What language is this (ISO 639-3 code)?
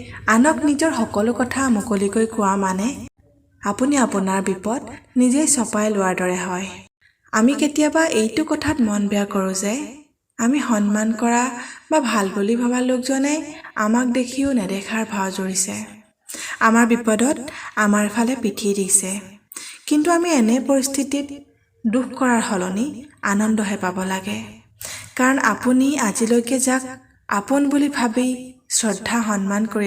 asm